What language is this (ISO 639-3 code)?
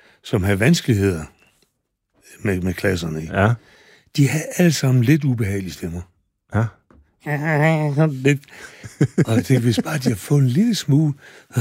dan